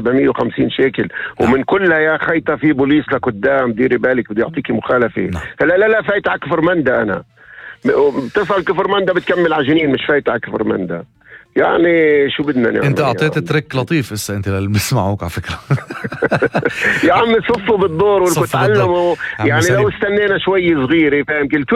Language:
North Levantine Arabic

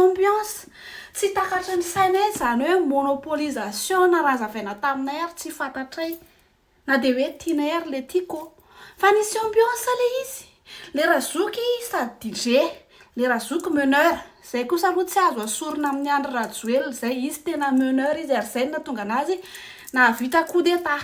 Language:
Malagasy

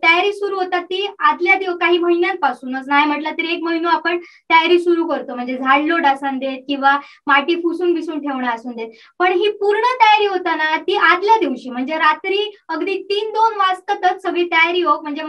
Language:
Marathi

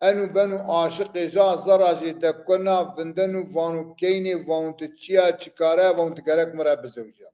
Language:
Zaza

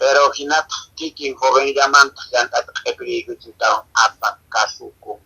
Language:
Quechua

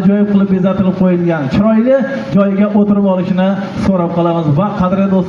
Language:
Uzbek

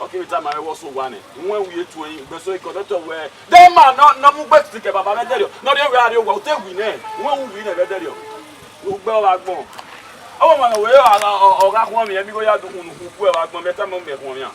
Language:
Bini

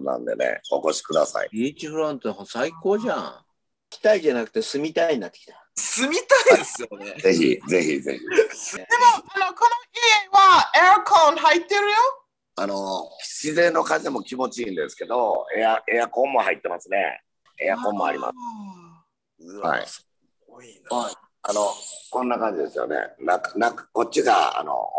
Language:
Japanese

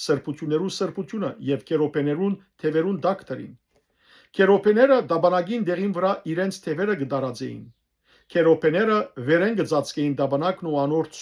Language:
Western Armenian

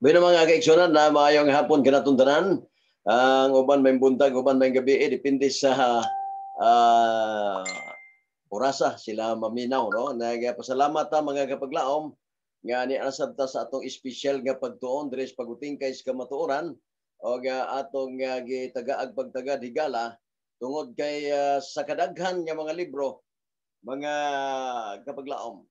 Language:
Cebuano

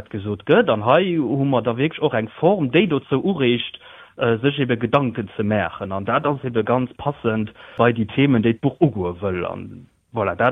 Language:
Luxembourgish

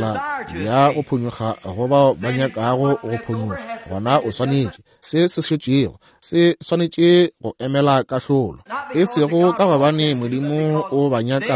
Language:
Northern Sotho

